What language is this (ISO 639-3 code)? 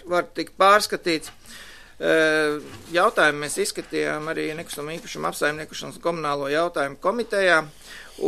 lav